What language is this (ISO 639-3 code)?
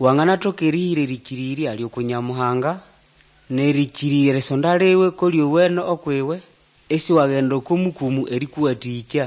nnb